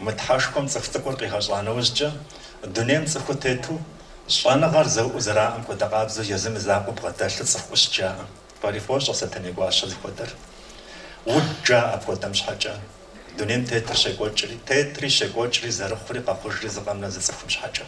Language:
Kabardian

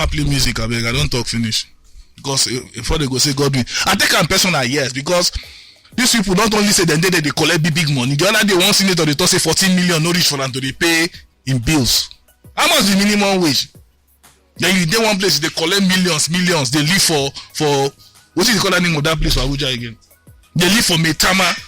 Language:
Nigerian Pidgin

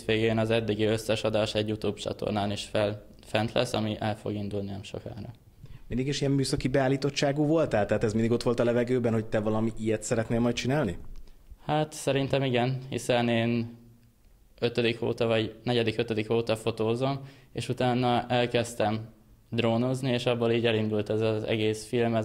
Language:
Hungarian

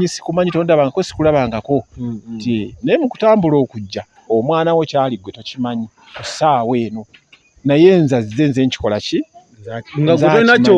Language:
Ganda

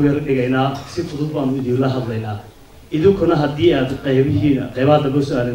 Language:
Somali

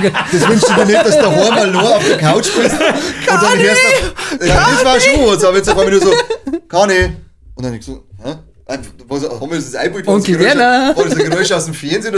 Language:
Bavarian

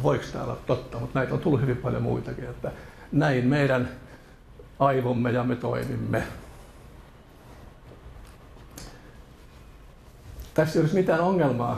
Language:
Finnish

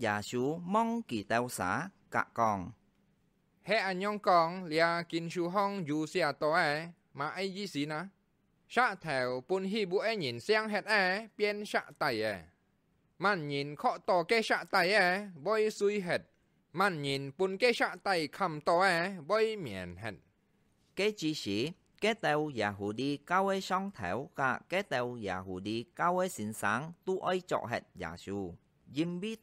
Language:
Hakka Chinese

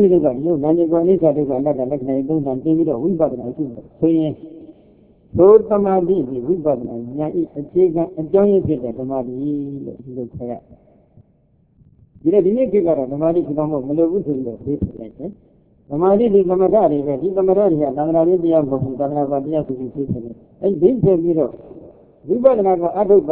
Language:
Burmese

